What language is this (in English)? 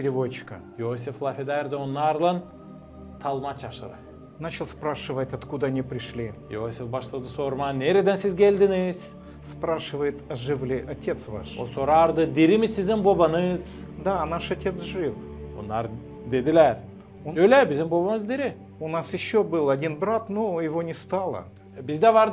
Gagauz